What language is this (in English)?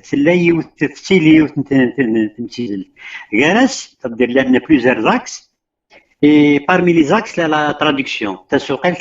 Kabyle